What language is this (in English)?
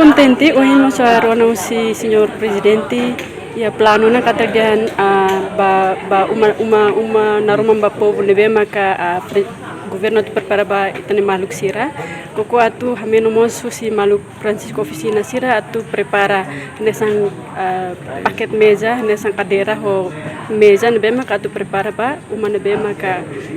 Tetum